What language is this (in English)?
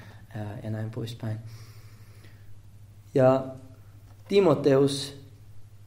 Finnish